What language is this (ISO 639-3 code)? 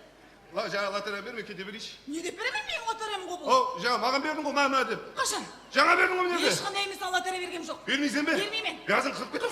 kaa